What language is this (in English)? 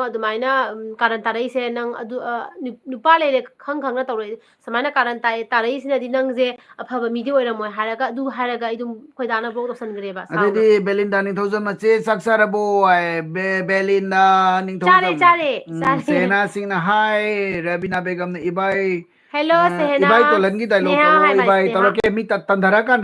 Manipuri